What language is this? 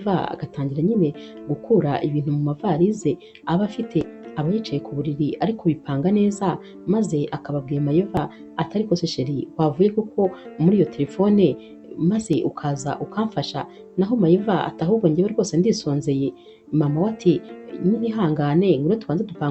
Kinyarwanda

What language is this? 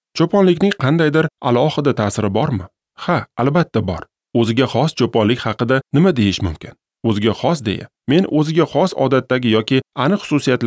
Uzbek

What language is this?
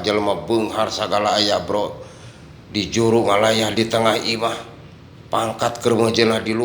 Sundanese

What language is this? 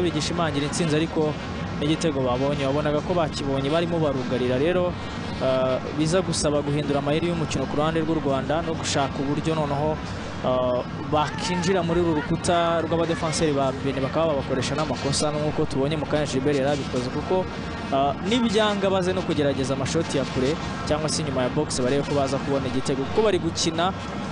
Kinyarwanda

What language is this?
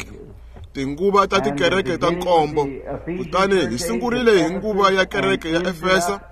Tsonga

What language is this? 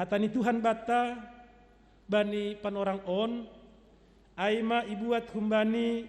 Batak Simalungun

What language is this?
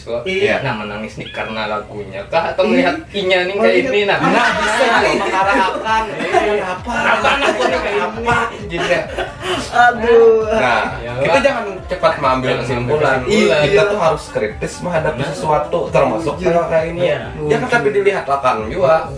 Banjar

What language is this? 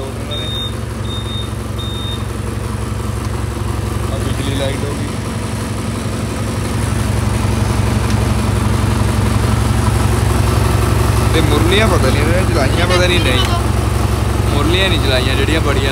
Punjabi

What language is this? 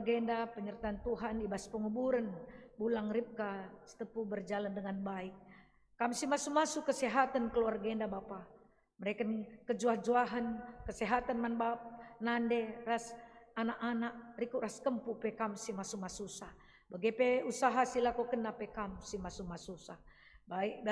Batak Karo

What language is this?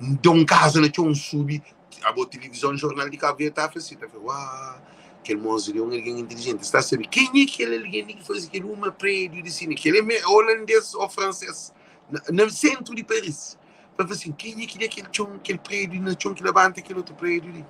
Kabuverdianu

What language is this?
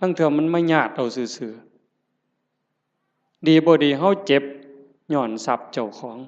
Northeastern Thai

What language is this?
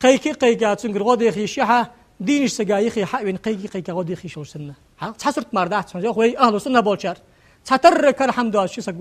Ingush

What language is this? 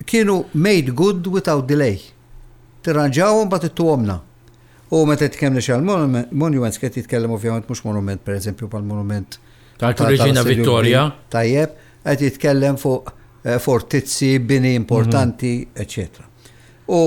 Maltese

